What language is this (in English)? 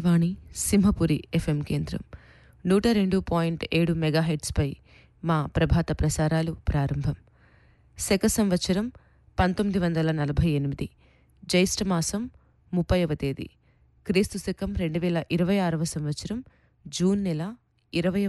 Telugu